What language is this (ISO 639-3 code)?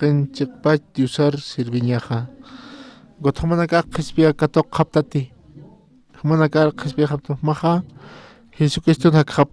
aym